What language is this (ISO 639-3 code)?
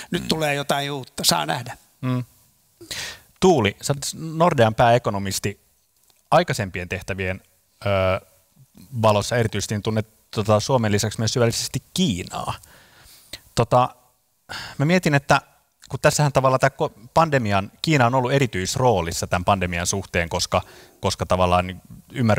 fin